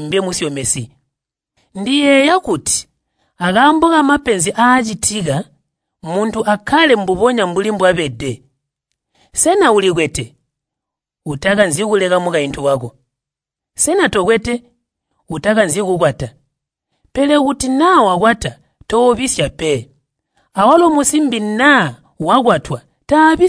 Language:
Tonga (Zambia)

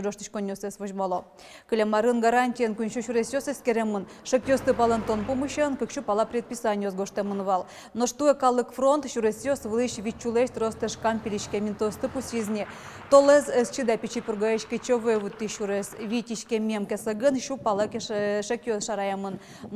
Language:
Udmurt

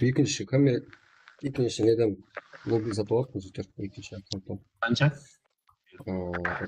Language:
Kara-Kalpak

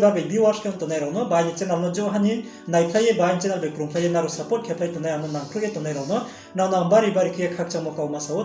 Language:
Riang (India)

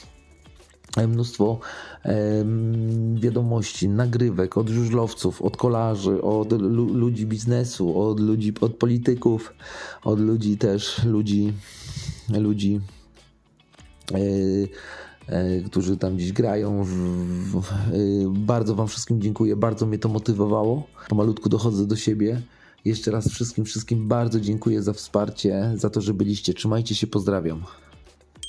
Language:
Polish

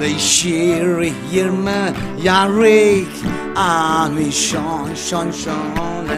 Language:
Tangkhul Naga (India)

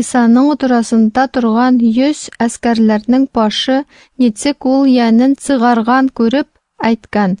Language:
Tatar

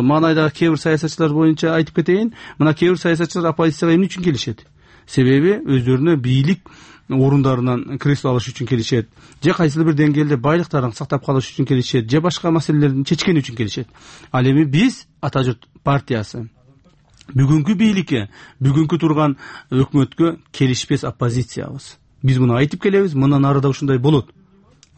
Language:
Kyrgyz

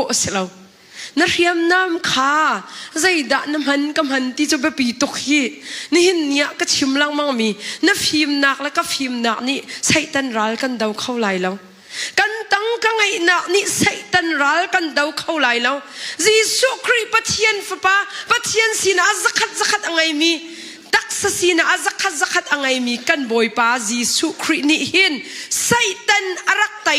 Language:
Hakha Chin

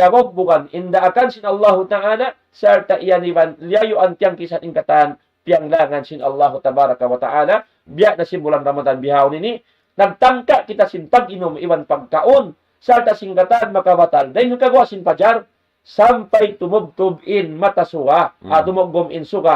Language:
Tausug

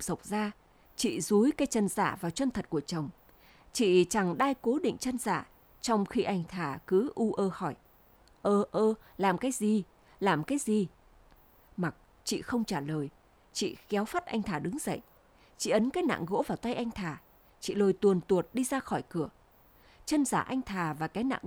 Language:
Vietnamese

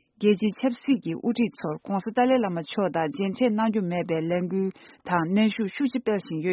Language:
Tibetan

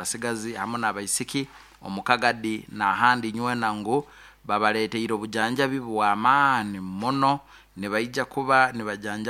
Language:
Nyankole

